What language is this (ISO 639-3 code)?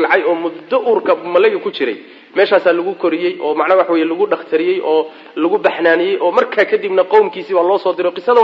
som